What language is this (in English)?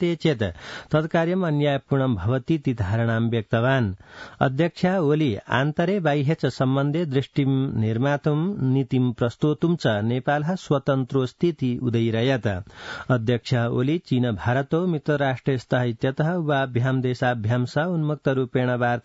Sanskrit